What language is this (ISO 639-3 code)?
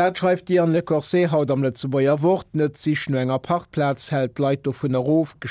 ltz